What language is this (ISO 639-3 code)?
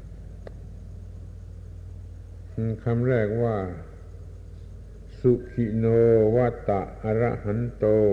tha